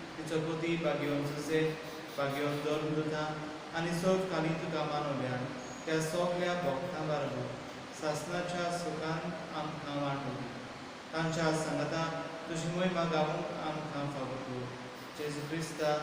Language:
Konkani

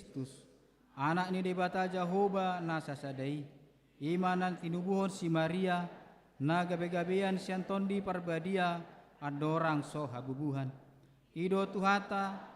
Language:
Batak Toba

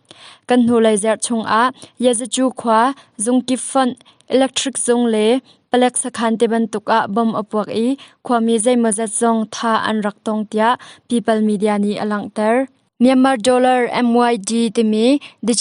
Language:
Hakha Chin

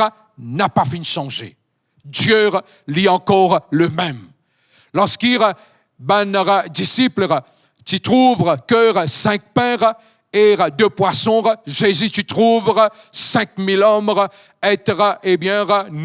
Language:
Morisyen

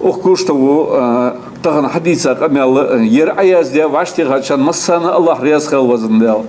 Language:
Ingush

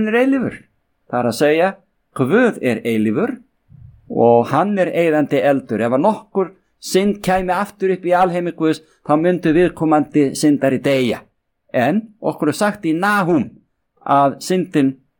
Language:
Icelandic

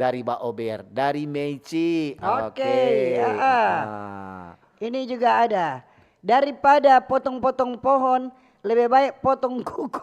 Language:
Manado Malay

